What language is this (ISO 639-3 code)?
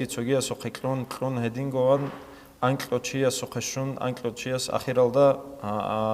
ava